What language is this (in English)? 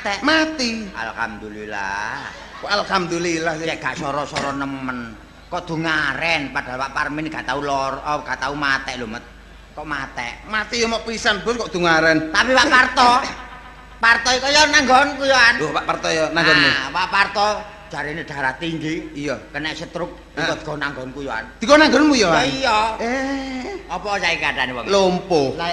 Javanese